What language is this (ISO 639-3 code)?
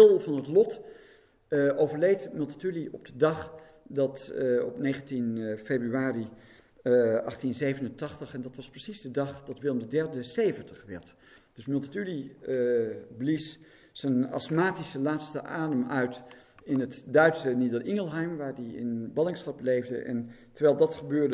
nld